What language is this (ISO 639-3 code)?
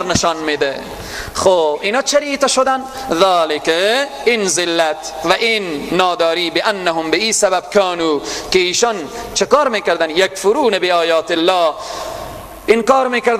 fas